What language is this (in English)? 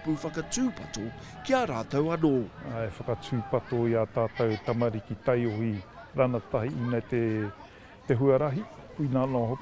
Māori